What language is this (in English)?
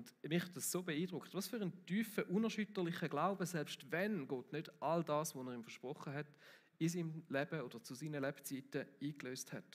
Swiss German